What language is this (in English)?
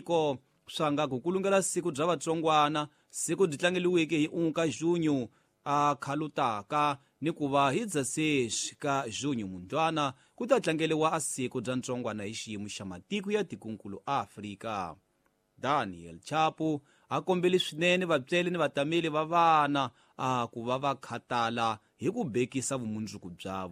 Tsonga